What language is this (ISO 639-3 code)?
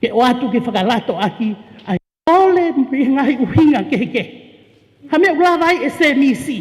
ton